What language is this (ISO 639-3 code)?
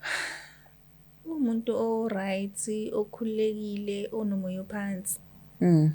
zul